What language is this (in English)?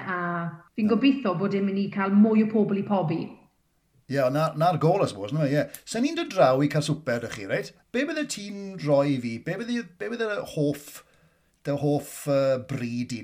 Welsh